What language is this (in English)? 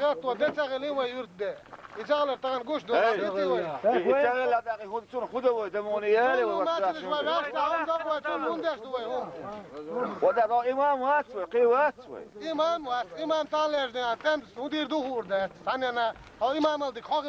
Chechen